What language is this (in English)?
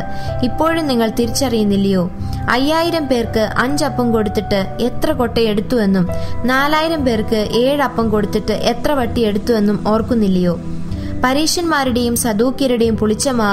Malayalam